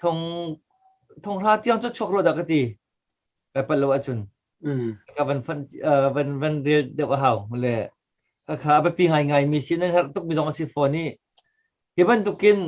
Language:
Hakha Chin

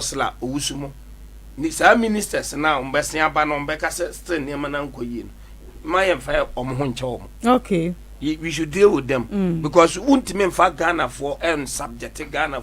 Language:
Akan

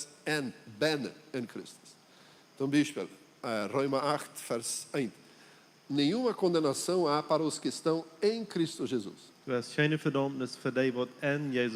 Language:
Plautdietsch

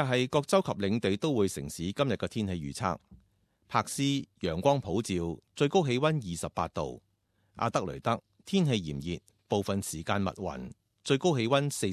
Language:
Cantonese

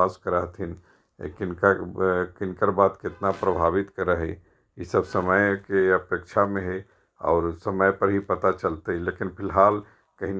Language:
Magahi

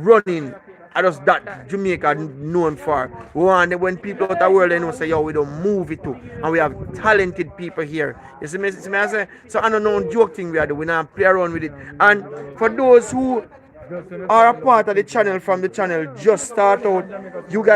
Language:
Jamaican Creole English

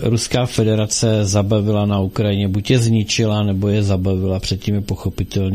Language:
Czech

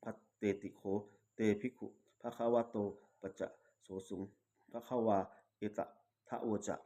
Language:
Pali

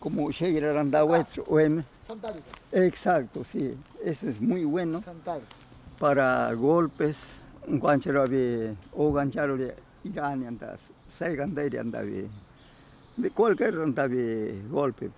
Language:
Ashéninka Perené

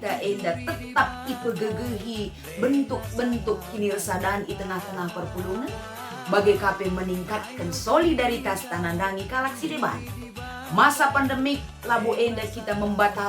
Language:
Batak Karo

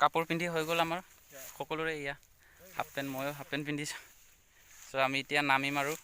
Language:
Assamese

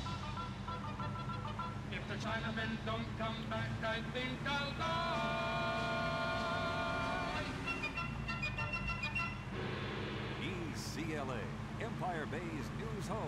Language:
Slovak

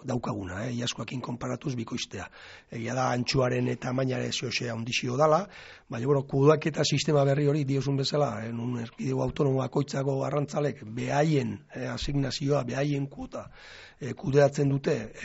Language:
Basque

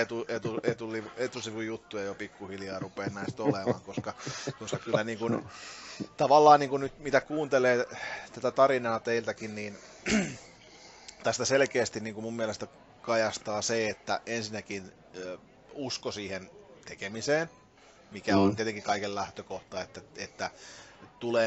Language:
Finnish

